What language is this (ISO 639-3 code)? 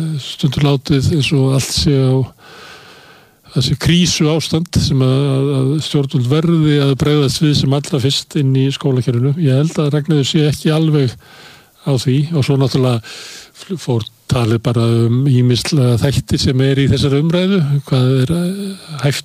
isl